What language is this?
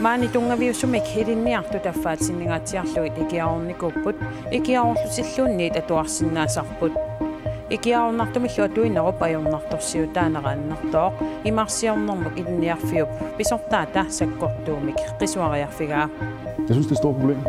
Kalaallisut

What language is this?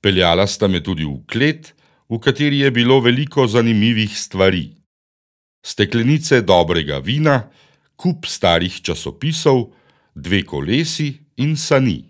Slovenian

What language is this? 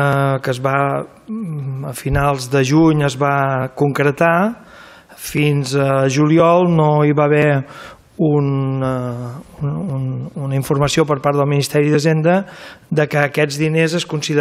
Catalan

